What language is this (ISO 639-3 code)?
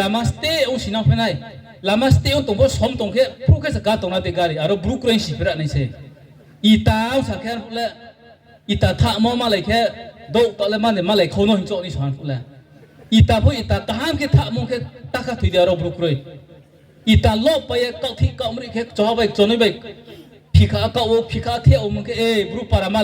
ria